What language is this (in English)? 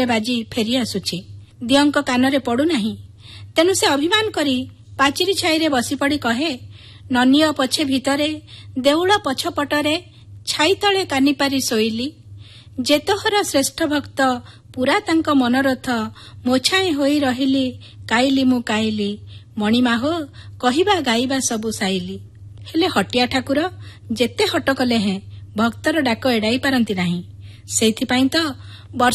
Odia